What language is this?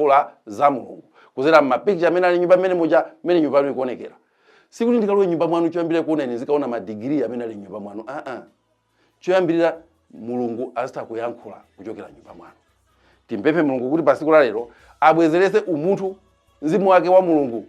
Nyanja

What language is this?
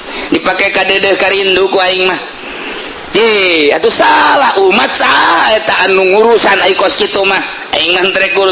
Sundanese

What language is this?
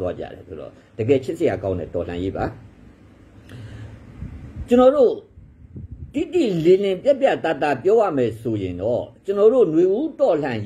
Burmese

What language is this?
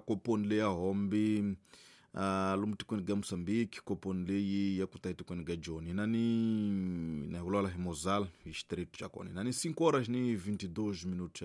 Tsonga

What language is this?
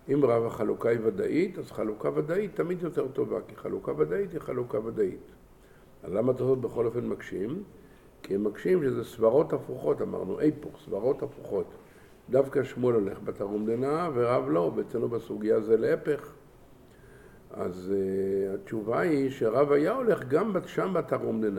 Hebrew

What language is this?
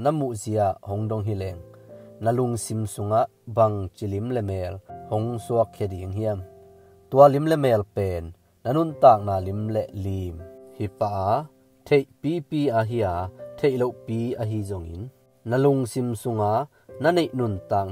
Tedim Chin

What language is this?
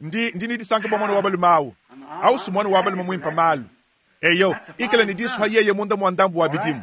Luba-Lulua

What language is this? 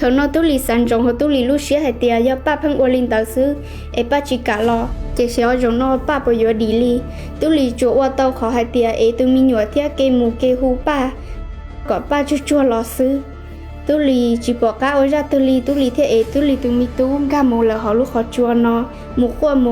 Hmong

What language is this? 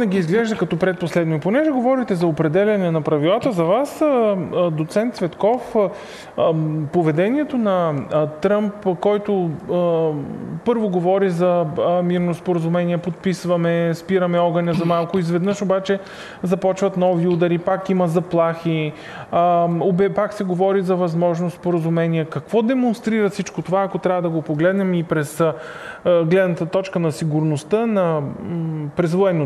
Bulgarian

